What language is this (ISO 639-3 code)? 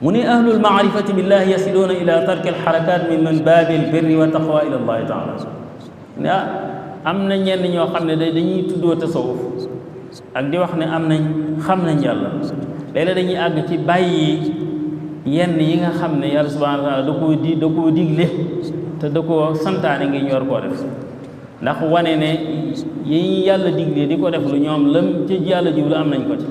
wol